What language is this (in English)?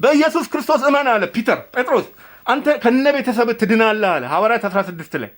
Amharic